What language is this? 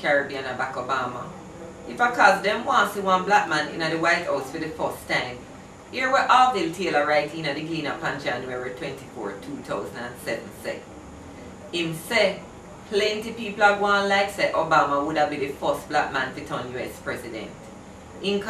Jamaican Creole English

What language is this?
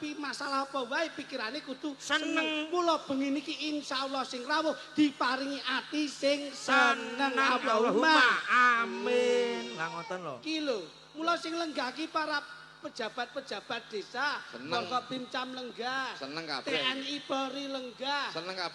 Javanese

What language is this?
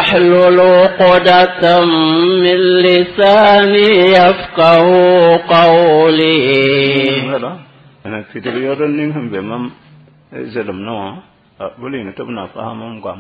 Mossi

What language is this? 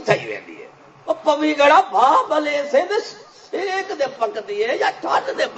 Saraiki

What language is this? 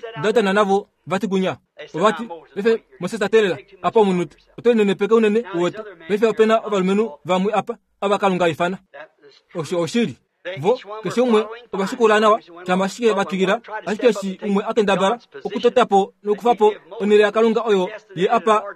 Kuanyama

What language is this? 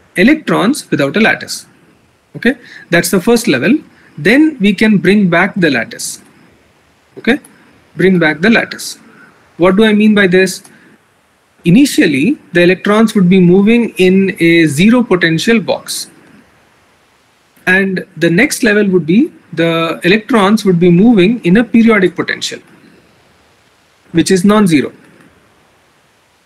English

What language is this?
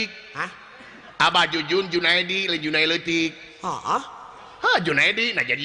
Sundanese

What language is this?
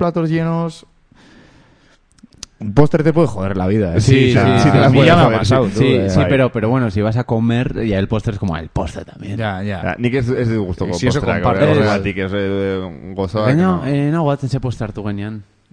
Basque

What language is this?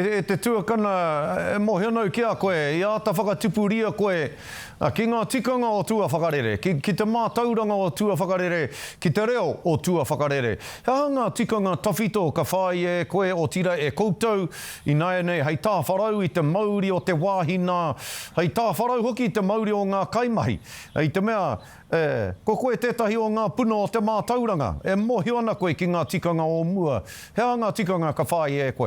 Māori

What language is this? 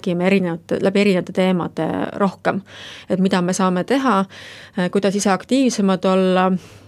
Estonian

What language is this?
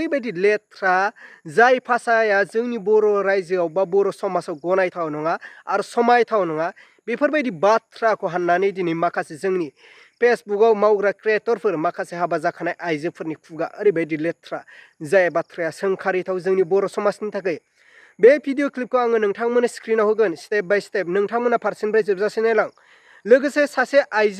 Bodo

